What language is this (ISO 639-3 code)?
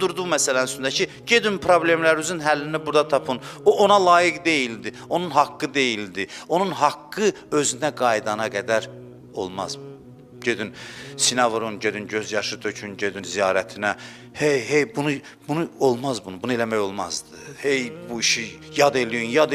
aze